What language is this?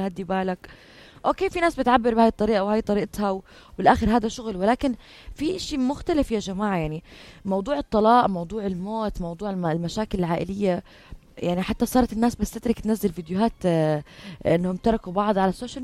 North Levantine Arabic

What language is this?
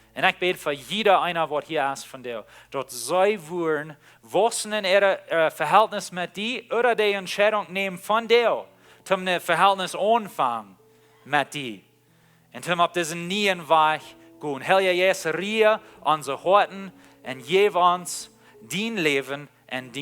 Plautdietsch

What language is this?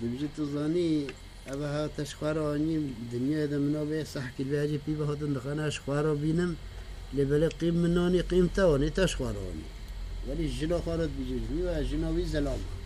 Kurdish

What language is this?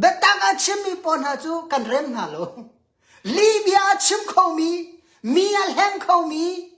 Hakha Chin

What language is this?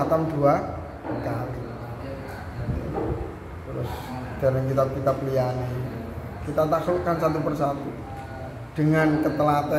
Javanese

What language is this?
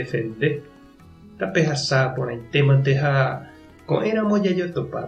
Guarani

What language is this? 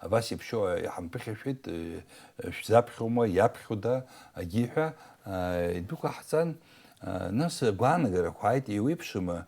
Abkhazian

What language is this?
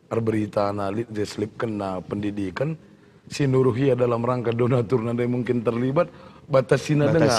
Batak Karo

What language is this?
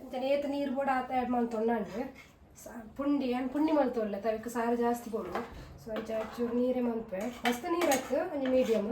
Tulu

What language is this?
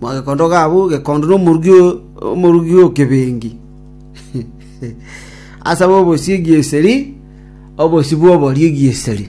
Gusii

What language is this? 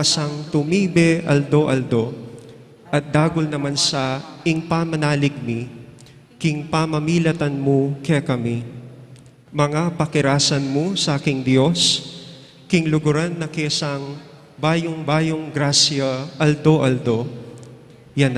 Pampanga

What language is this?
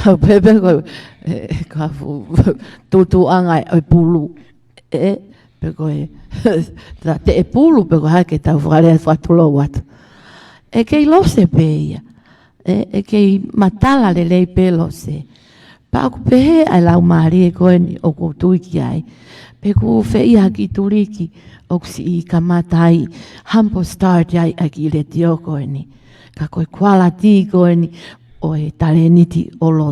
Tongan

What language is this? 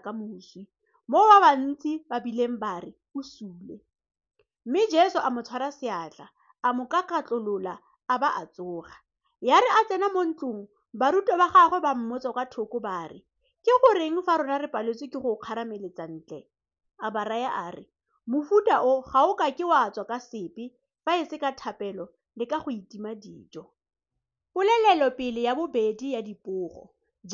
Tswana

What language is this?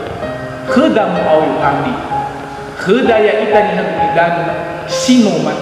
Nias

